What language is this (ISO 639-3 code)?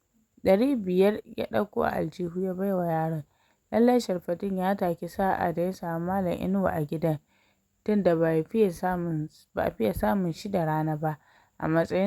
hau